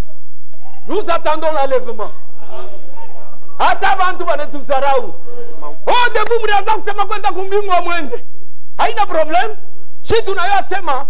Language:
Swahili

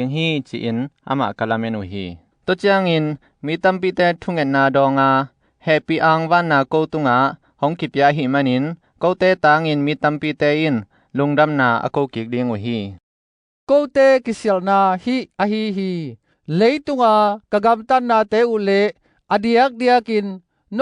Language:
Tedim Chin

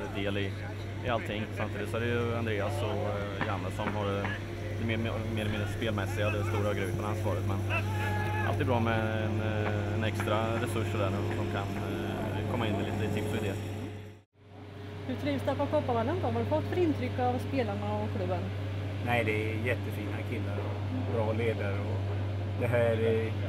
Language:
Swedish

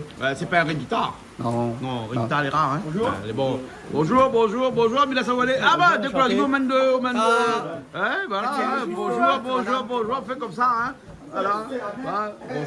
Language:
Réunion Creole French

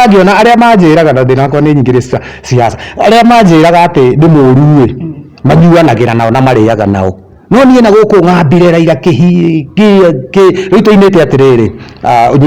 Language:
Kikuyu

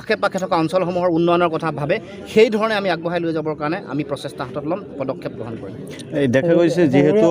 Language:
Assamese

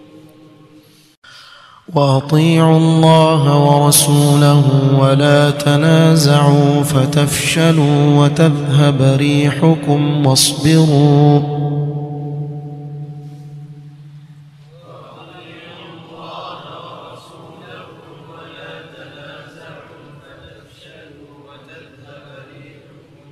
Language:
Arabic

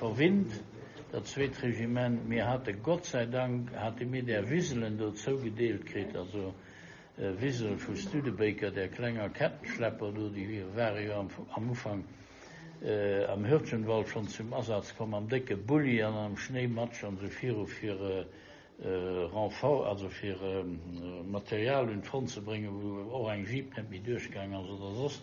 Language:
Luxembourgish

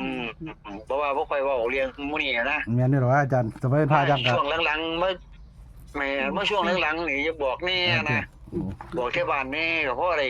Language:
Northeastern Thai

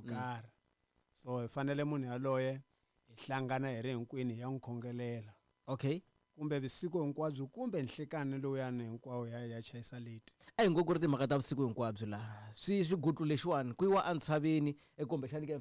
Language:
Tsonga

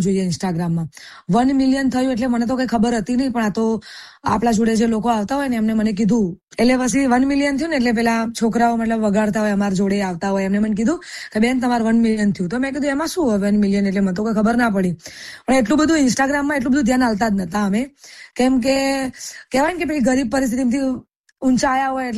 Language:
Gujarati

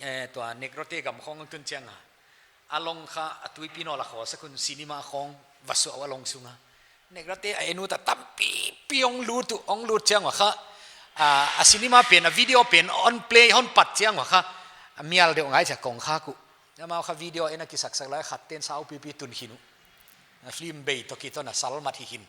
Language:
Paite Chin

